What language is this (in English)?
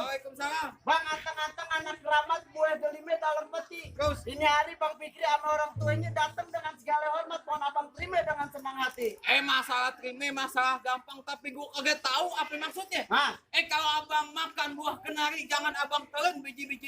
Betawi